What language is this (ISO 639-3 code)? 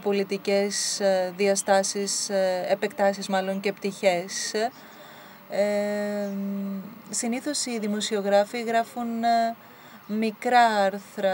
ell